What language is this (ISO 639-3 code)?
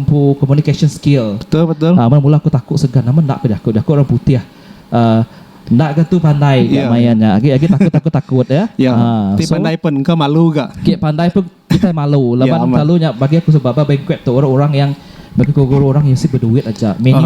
iba